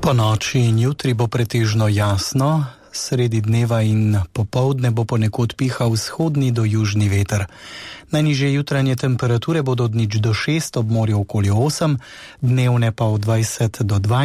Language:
Slovenian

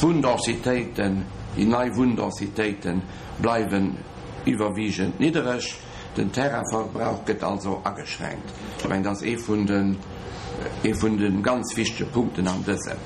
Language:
Luxembourgish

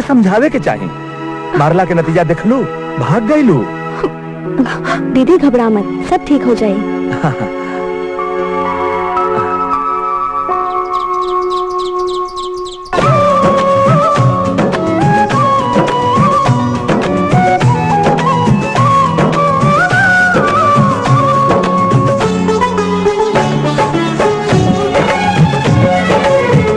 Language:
Bhojpuri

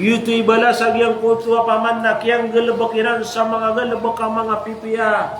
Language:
Maranao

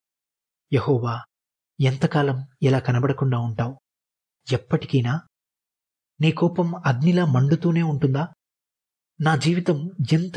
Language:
Telugu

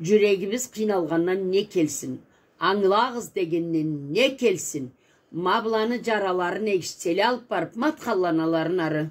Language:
Karachay-Balkar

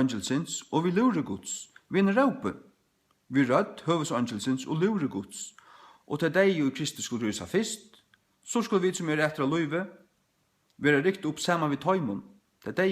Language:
Faroese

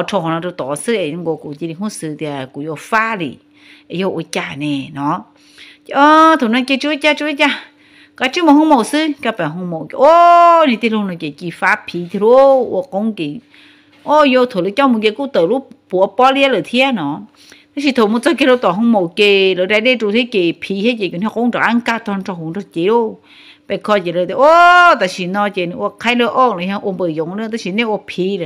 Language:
Hmong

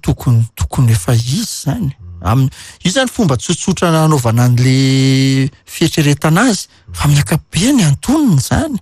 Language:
Malagasy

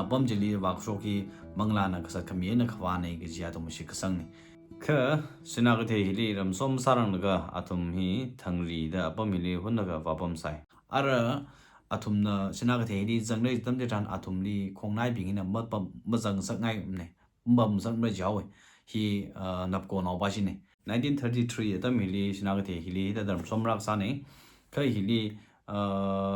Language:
Tangkhul Naga (India)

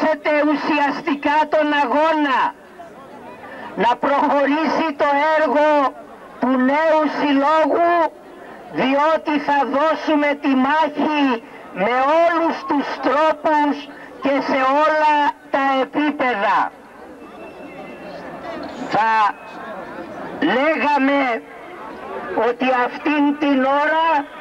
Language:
Greek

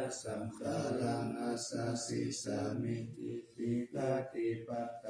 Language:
Pali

